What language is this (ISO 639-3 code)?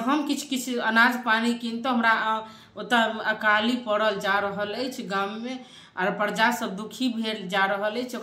mai